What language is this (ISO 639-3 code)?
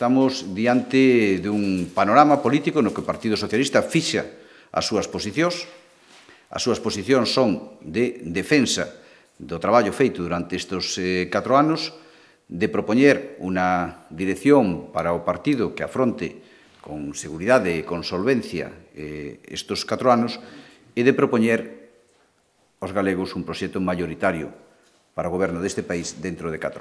glg